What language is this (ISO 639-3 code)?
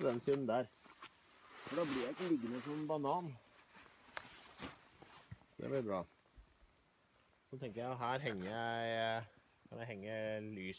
nor